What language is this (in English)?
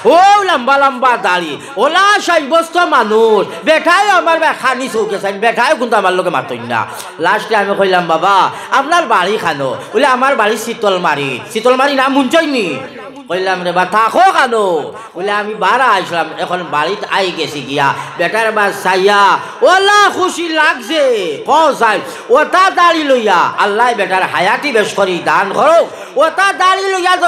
Sylheti